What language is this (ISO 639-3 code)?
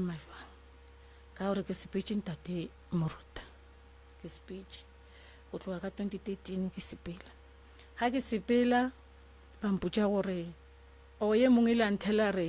nso